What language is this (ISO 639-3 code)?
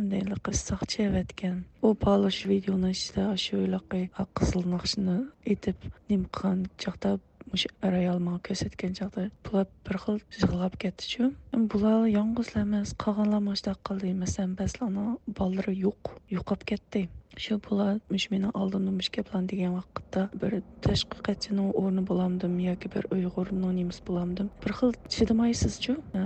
uig